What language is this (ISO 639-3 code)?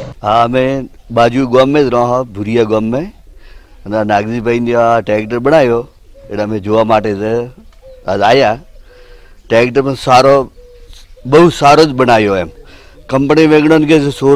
guj